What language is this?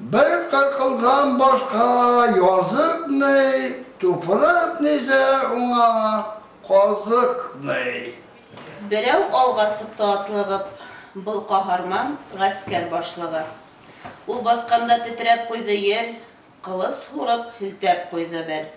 Bashkir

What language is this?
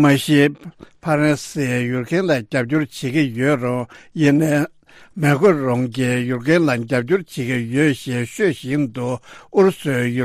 Tibetan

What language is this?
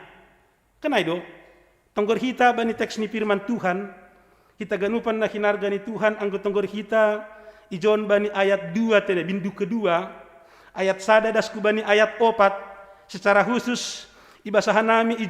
Batak Simalungun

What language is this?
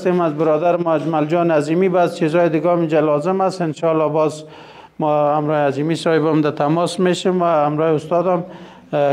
Persian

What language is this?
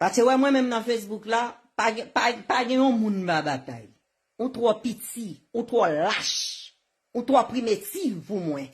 Haitian Creole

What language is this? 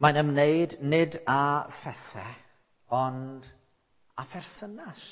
Welsh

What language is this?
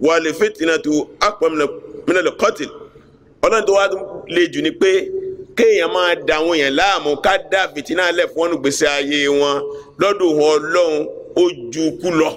Yoruba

